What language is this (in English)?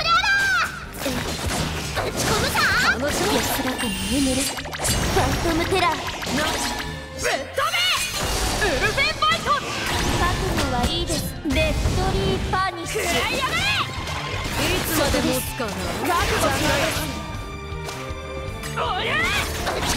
Japanese